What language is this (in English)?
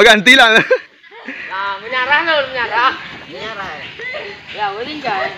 Minangkabau